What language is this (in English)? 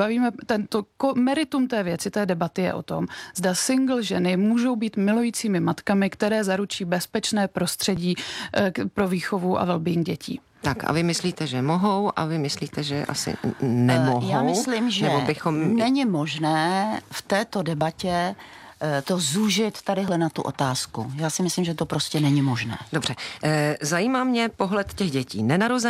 Czech